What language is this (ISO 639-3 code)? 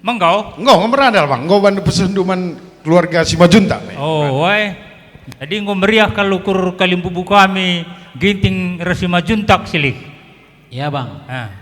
btx